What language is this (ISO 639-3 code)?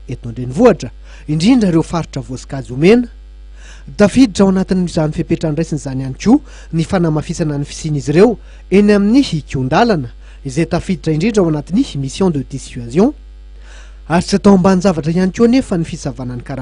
mlg